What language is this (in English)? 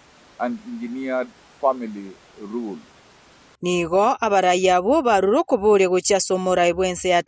Gusii